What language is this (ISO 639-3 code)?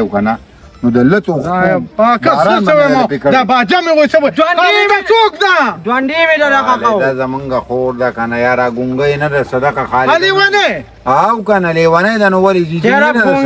pus